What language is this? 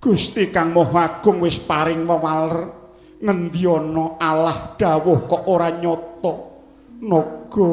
Javanese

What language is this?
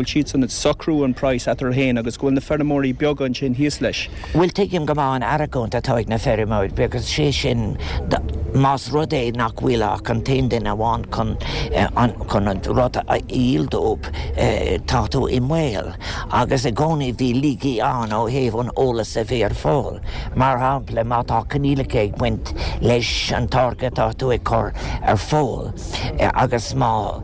Irish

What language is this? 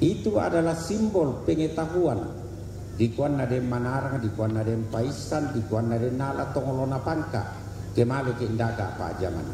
Toraja-Sa'dan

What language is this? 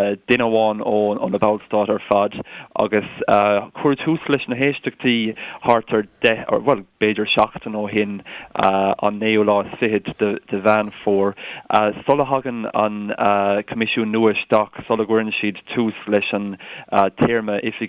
Irish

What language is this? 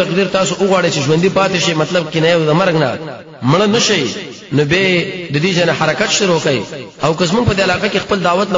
Pashto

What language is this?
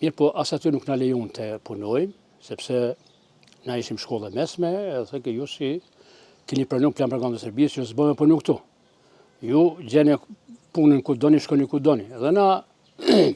Albanian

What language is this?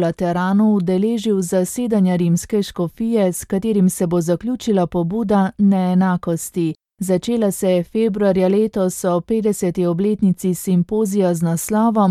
Slovenian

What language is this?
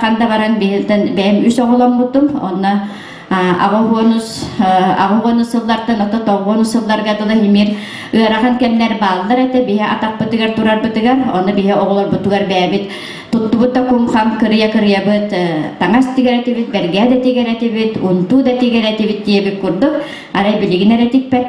Yakut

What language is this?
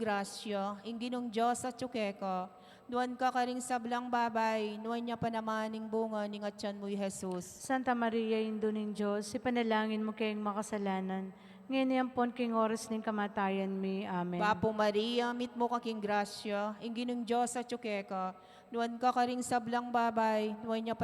Pampanga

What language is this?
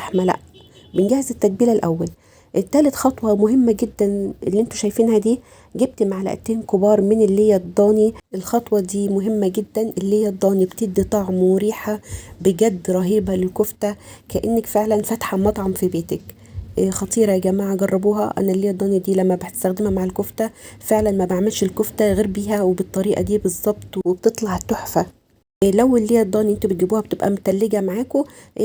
Egyptian Arabic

